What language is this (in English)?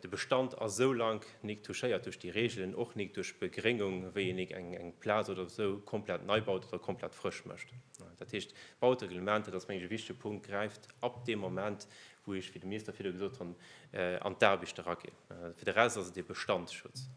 Luxembourgish